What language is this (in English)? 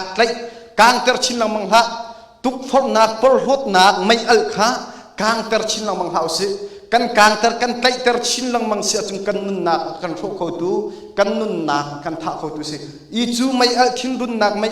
Hakha Chin